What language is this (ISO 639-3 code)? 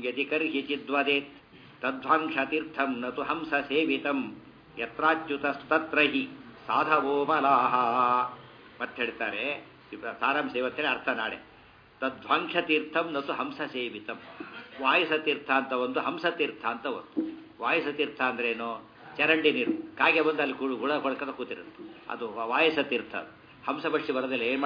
kan